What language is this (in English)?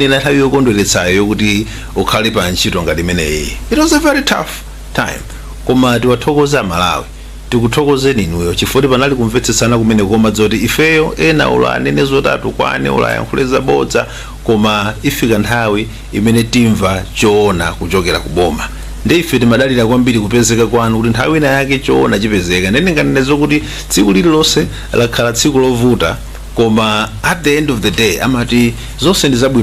Nyanja